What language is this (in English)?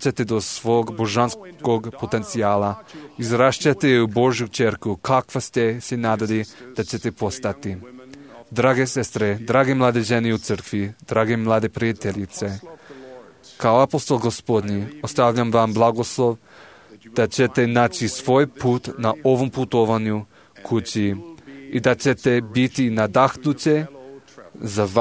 Serbian